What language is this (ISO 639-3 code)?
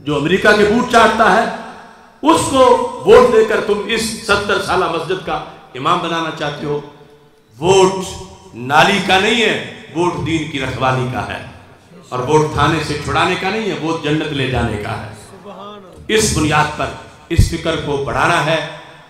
urd